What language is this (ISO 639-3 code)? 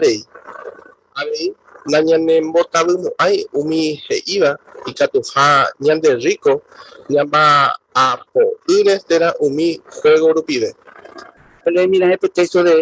grn